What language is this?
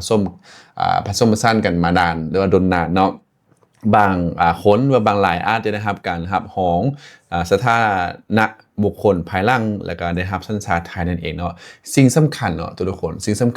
Lao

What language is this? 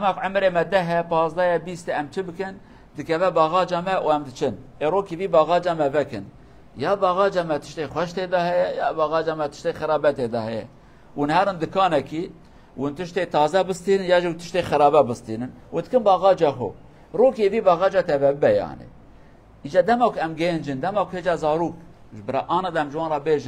Kurdish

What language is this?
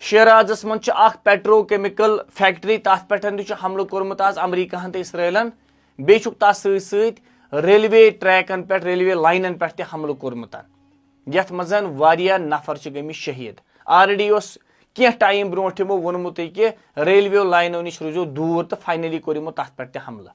Kashmiri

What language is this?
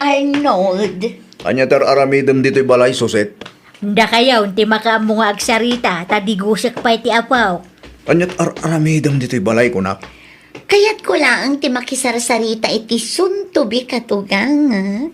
Iloko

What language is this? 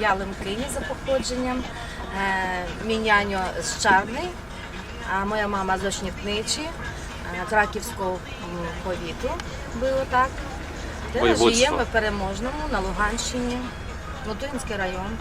Rusyn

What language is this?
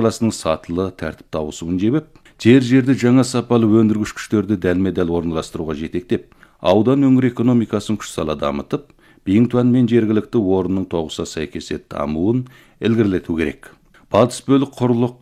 Kazakh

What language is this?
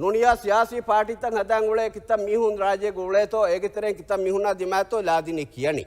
Divehi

